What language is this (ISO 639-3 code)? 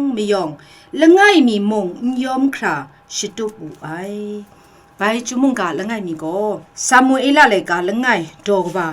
kac